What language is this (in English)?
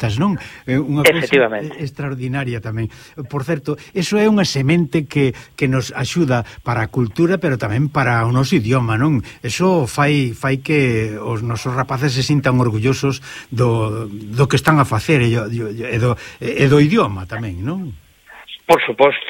Galician